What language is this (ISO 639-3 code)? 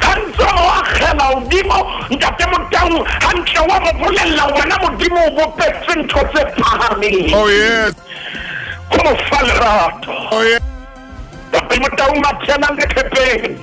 sot